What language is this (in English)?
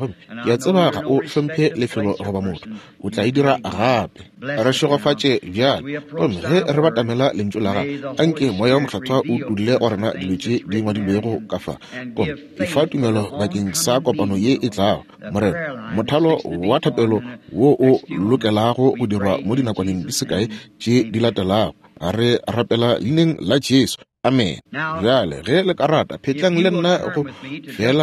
Northern Sotho